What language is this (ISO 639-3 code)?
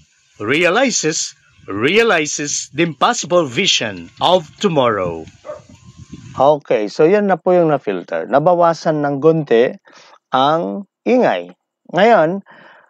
fil